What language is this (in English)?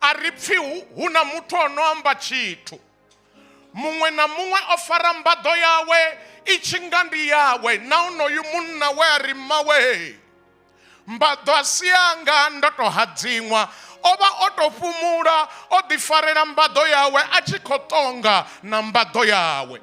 Venda